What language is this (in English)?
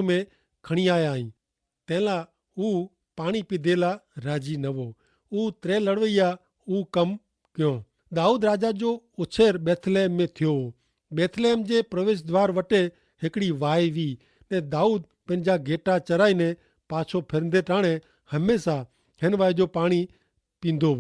Kachhi